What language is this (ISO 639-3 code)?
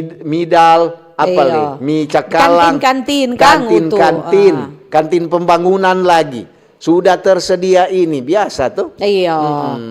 xmm